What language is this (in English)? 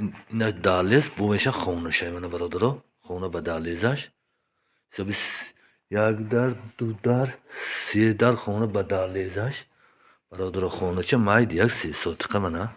Tajik